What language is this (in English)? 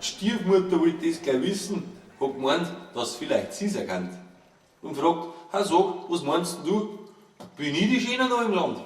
Bavarian